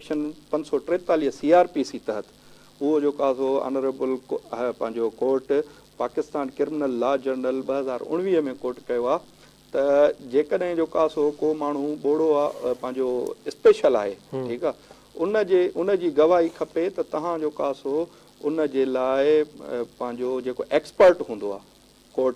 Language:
Sindhi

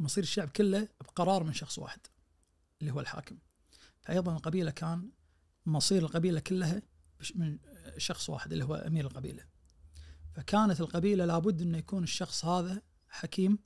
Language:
Najdi Arabic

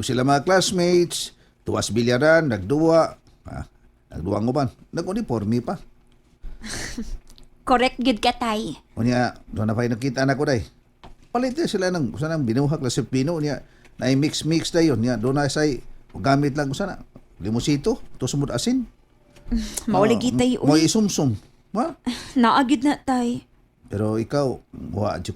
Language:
Cebuano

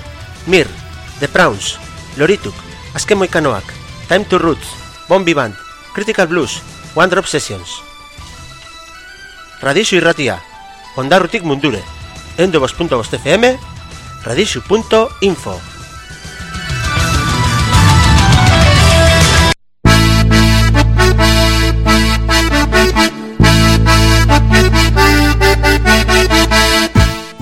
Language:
Basque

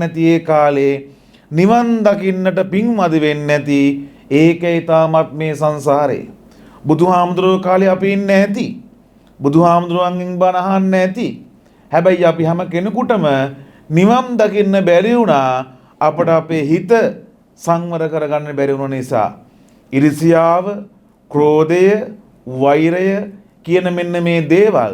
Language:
Sinhala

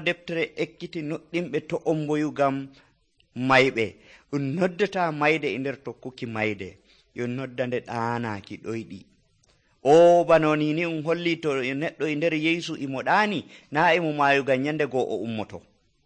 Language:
Nigerian Fulfulde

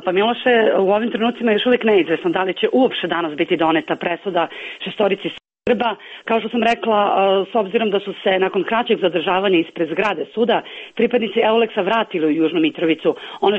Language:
Serbian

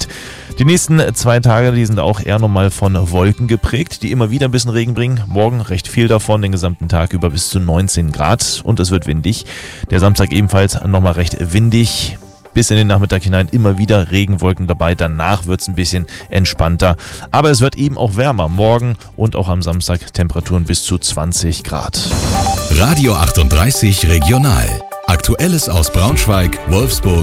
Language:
German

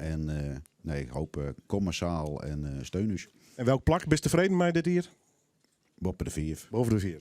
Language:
Western Frisian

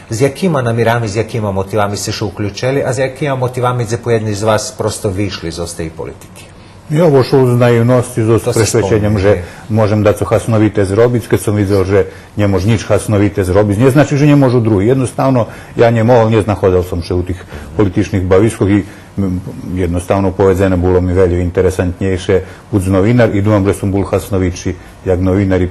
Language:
Rusyn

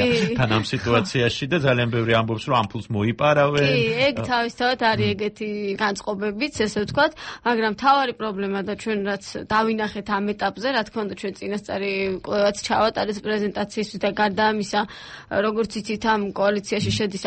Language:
Georgian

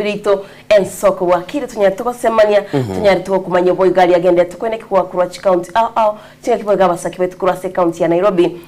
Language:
Gusii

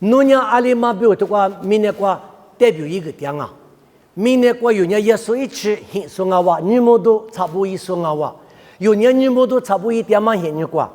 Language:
Lisu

